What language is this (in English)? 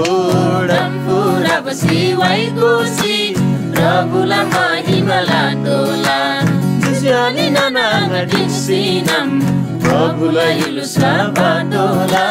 Eastern Tamang